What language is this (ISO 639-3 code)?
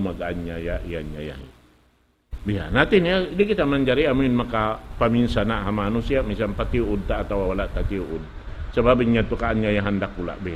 tsg